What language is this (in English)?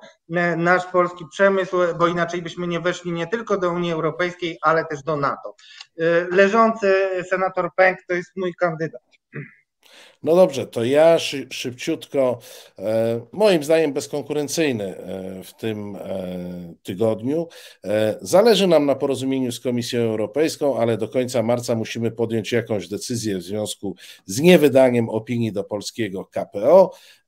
Polish